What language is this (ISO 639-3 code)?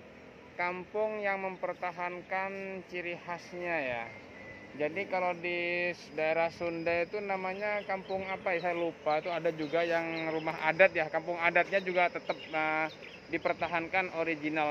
ind